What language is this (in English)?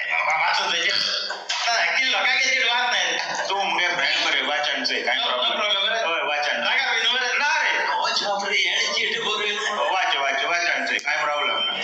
Konkani